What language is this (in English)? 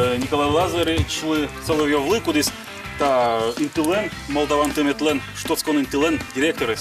Udmurt